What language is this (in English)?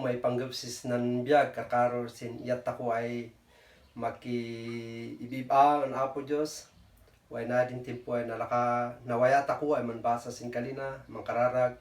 Kankanaey